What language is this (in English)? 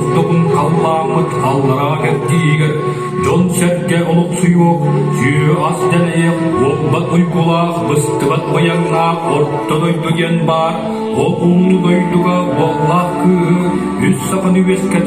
Yakut